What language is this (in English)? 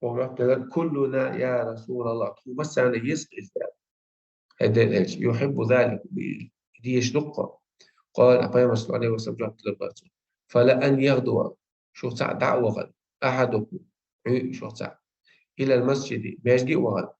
Chechen